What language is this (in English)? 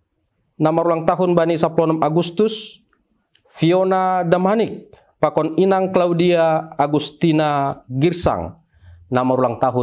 Batak Simalungun